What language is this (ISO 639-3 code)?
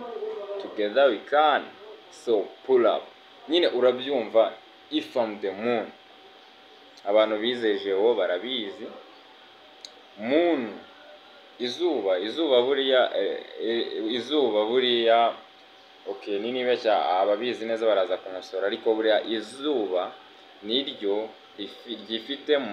kin